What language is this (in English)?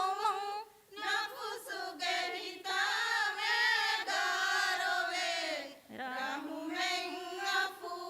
Divehi